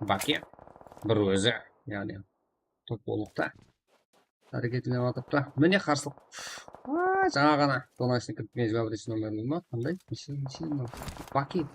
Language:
Kara-Kalpak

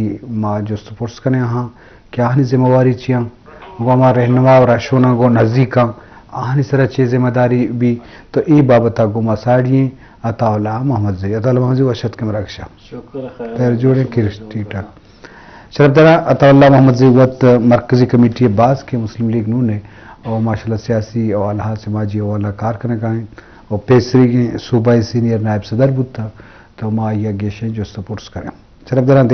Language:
Eastern Balochi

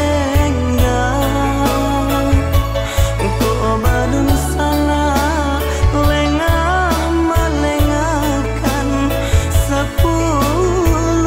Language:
Minangkabau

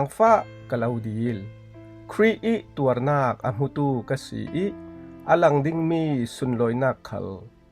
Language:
Falam Chin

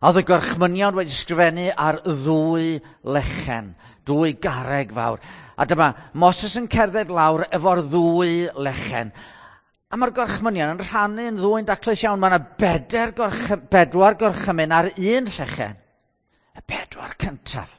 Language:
Welsh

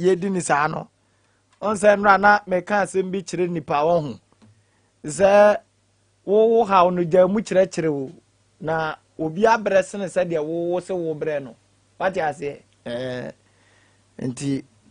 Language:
Akan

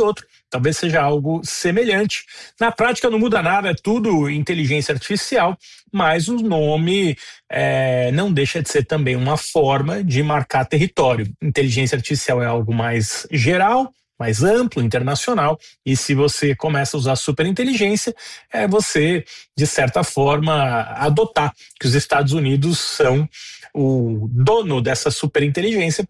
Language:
Portuguese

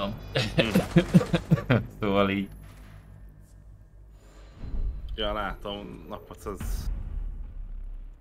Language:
Hungarian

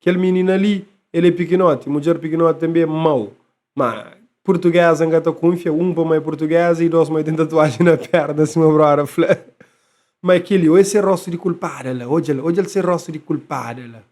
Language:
Kabuverdianu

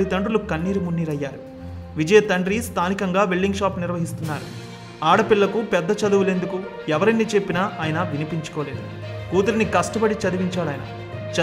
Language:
Telugu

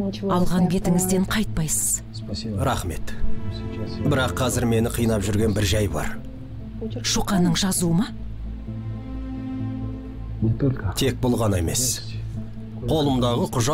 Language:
Kazakh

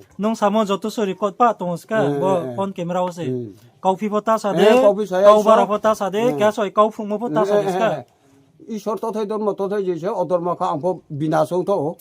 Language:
Riang (India)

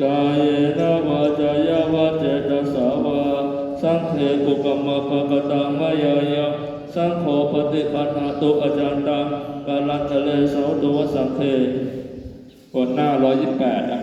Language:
Pali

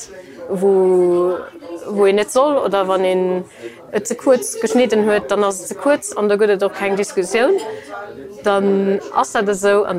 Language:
Luxembourgish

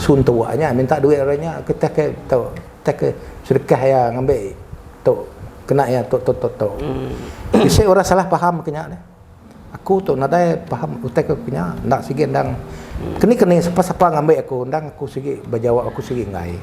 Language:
Iban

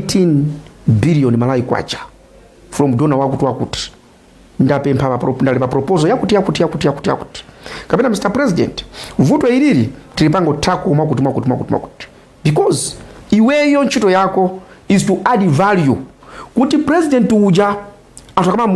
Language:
Nyanja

